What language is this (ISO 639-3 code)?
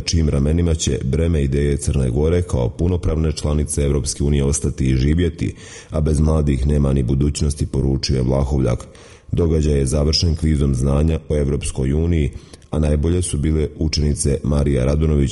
srp